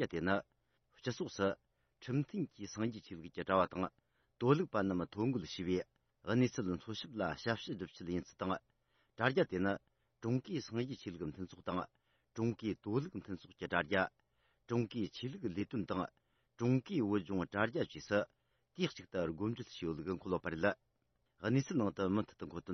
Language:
Tibetan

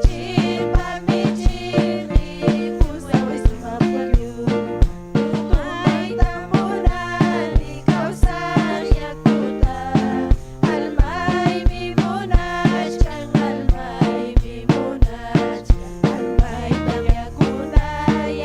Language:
Ayacucho Quechua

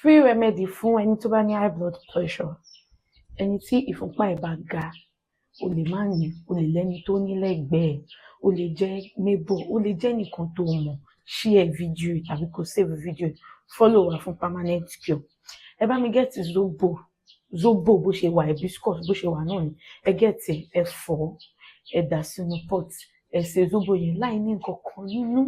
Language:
Yoruba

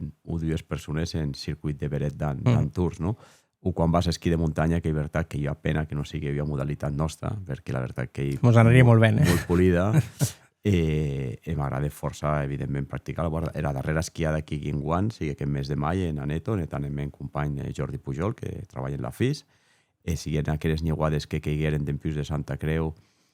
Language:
Occitan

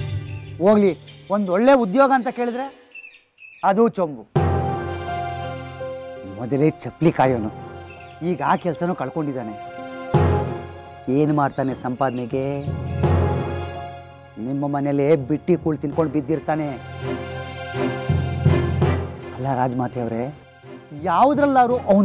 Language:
Kannada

